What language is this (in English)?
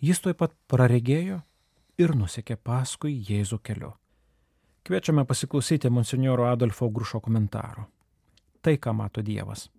Lithuanian